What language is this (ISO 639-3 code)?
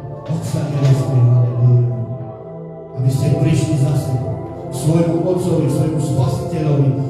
slk